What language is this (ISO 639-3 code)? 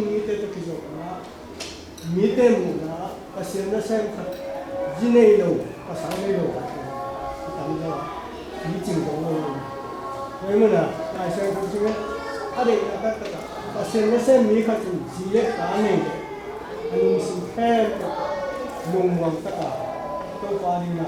ctd